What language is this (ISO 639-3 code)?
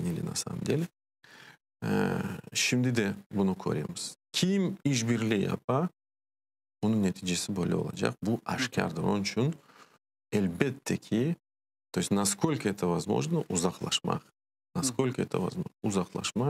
crh